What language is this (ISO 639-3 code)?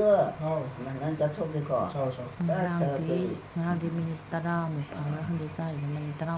mni